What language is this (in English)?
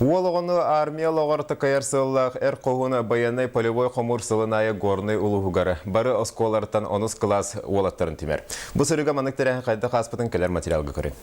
Yakut